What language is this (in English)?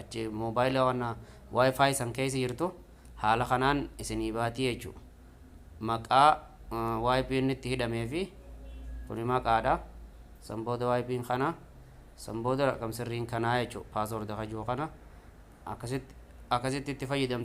Oromo